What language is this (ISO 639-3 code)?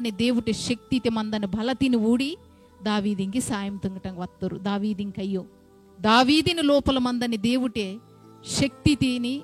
kff